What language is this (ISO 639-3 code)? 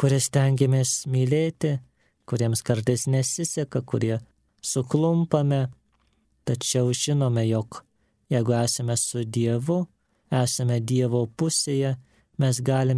lit